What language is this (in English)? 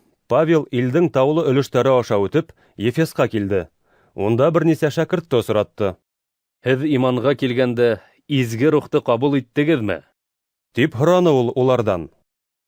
Bashkir